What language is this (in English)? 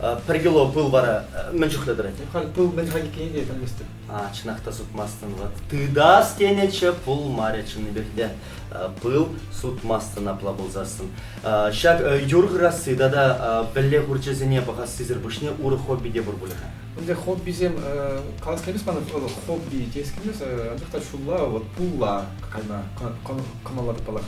Chuvash